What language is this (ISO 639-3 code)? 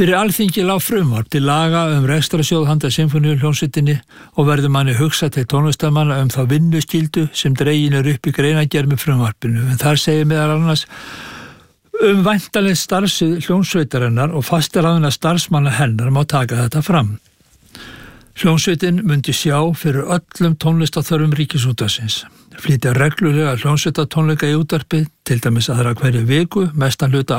isl